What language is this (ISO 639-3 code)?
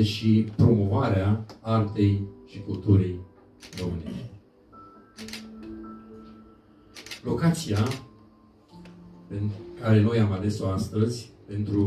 ron